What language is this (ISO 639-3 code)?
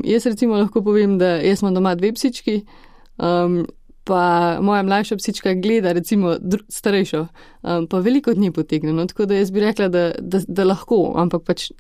slv